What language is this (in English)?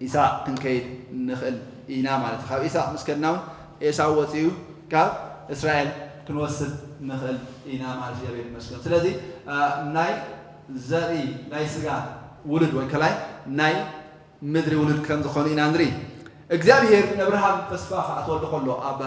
Tigrinya